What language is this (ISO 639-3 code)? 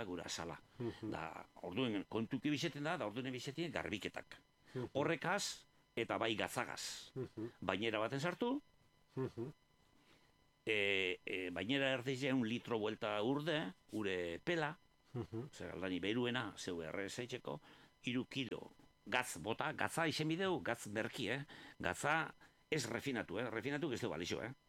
eus